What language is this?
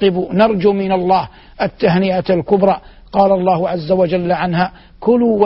Arabic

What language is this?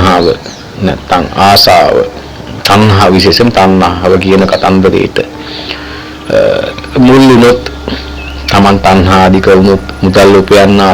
Sinhala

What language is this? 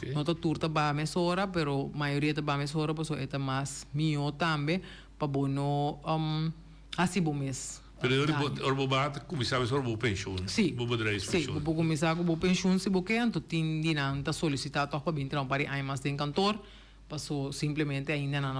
Papiamento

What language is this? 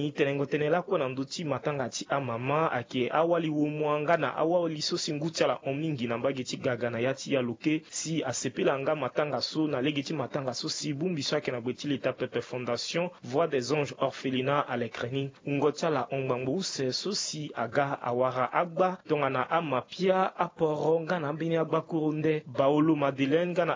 Sango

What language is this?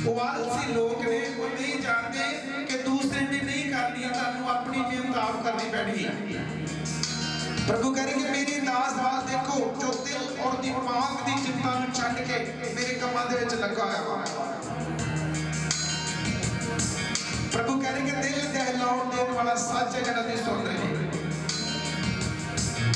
Punjabi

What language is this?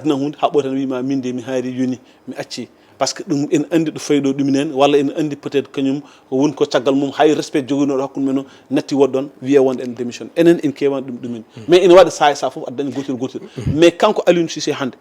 Fula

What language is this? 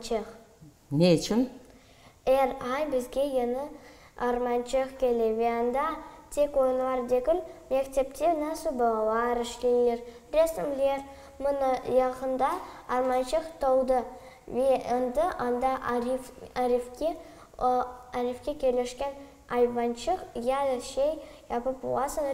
Crimean Tatar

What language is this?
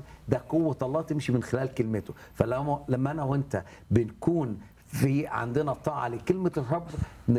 Egyptian Arabic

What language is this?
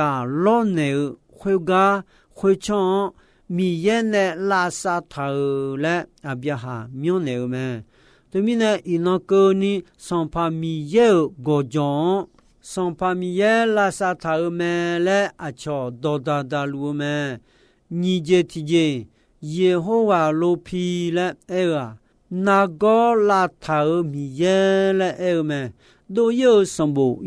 Akha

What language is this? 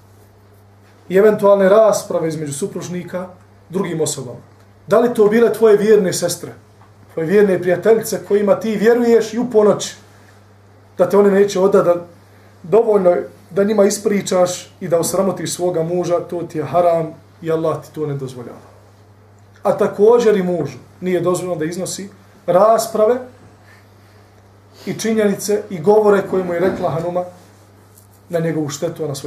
Bosnian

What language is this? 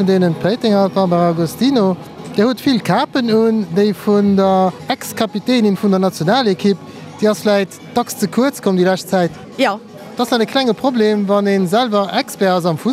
Luxembourgish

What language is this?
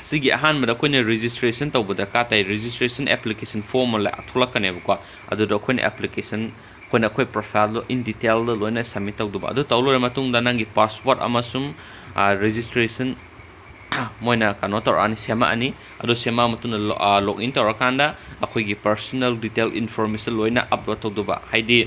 Manipuri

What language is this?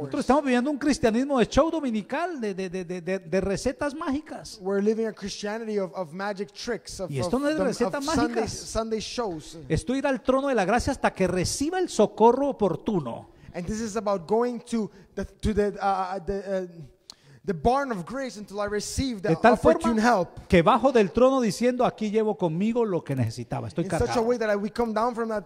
Spanish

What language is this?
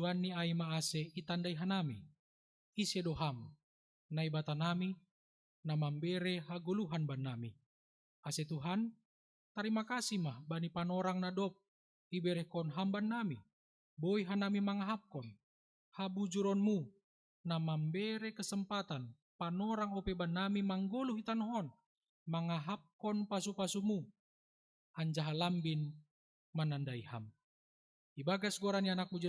Batak Simalungun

